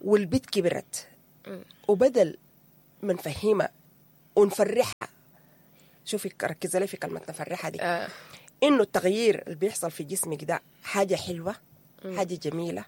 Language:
Sudanese Arabic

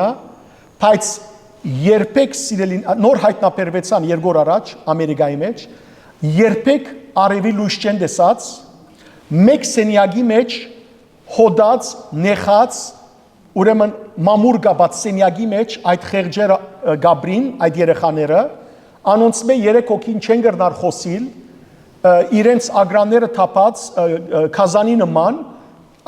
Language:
Western Armenian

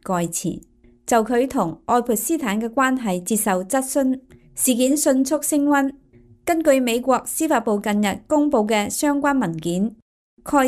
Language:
Cantonese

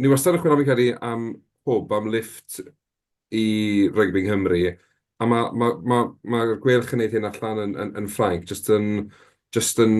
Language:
Welsh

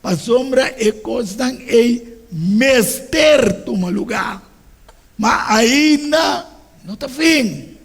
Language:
Papiamento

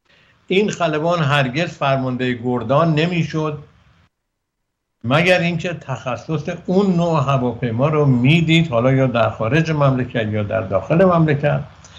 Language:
Persian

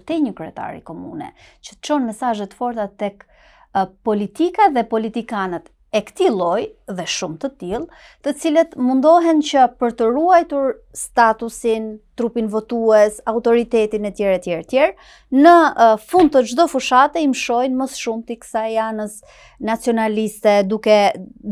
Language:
Albanian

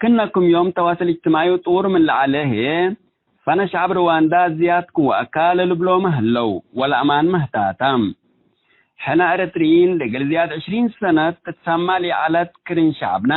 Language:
Tigre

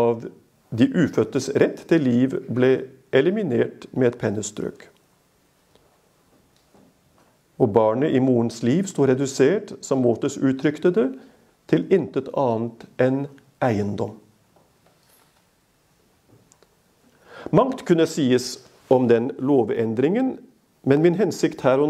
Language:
Norwegian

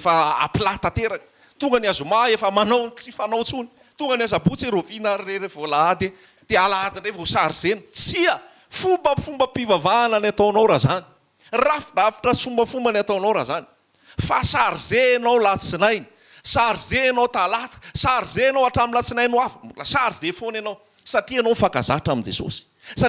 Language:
Malagasy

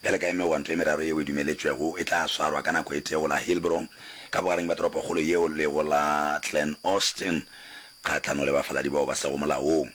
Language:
Northern Sotho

